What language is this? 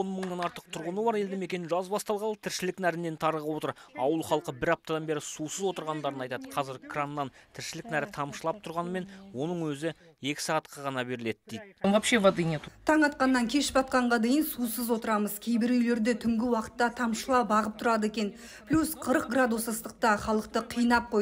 Kazakh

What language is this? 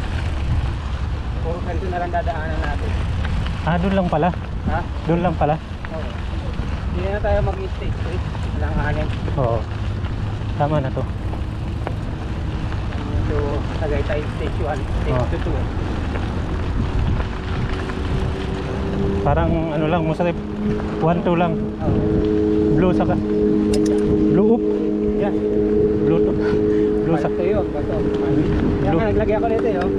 Filipino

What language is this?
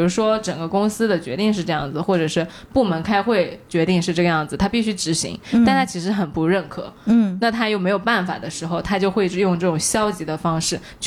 Chinese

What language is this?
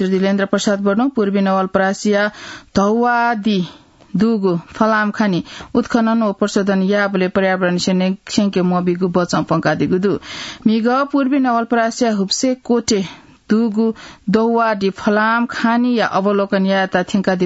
Newari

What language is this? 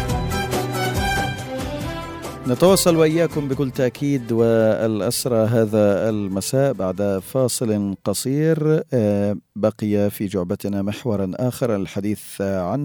Arabic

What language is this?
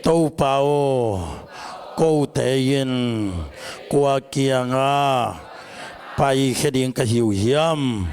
Tedim Chin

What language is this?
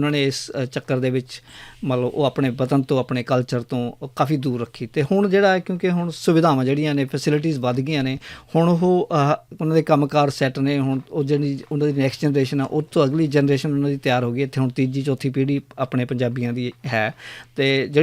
Western Panjabi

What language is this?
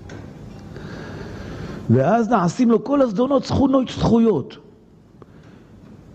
Hebrew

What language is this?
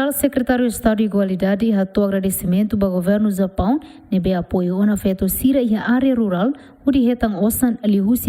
Tetum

